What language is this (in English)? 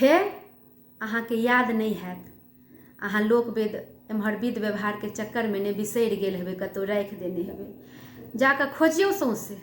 Maithili